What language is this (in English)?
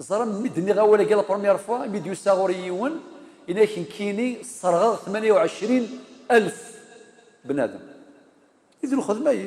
Kabyle